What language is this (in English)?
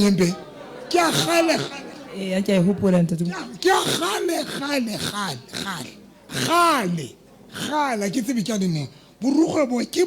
Southern Sotho